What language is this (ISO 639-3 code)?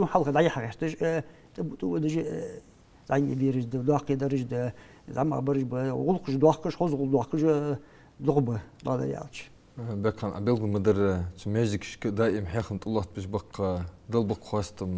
inh